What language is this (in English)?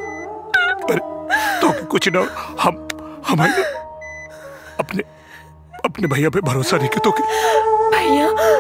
Bhojpuri